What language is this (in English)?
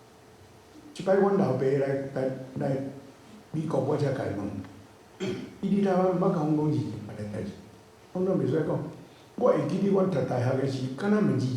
Min Nan Chinese